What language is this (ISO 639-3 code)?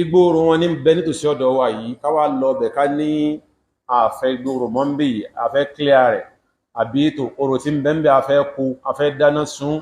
yor